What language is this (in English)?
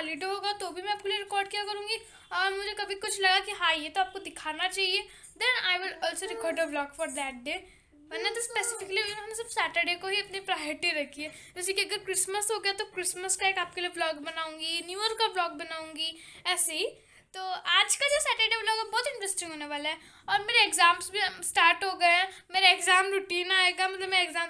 Hindi